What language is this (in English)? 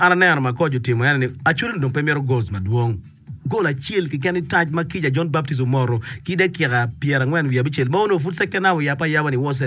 Acoli